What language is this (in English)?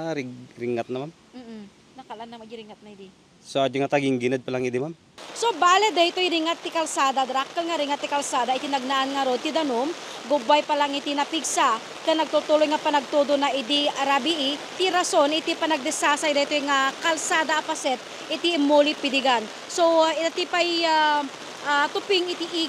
Iloko